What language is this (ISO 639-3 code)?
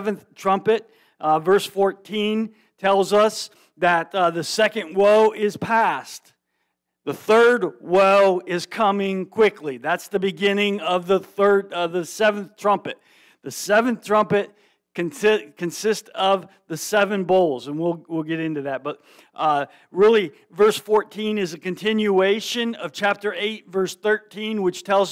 eng